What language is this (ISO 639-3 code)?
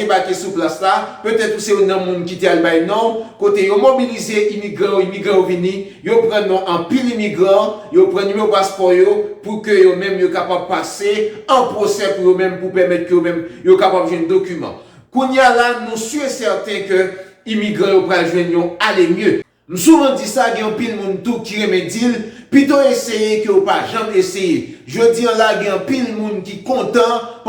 hat